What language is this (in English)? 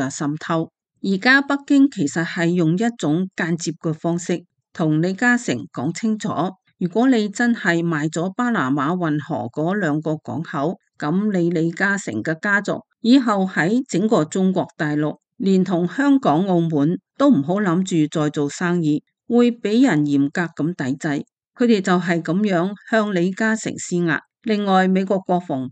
Cantonese